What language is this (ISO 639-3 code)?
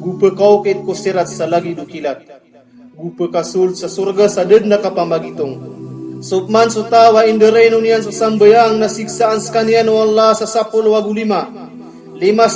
mrw